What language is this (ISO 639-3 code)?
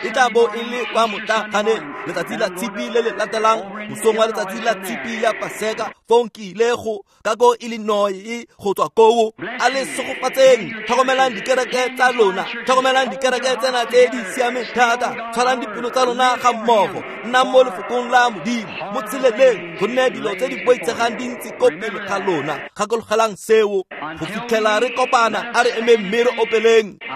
tsn